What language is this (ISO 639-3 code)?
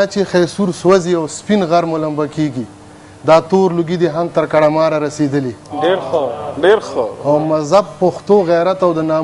pus